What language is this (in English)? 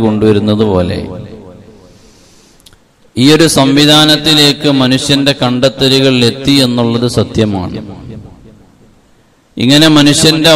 Malayalam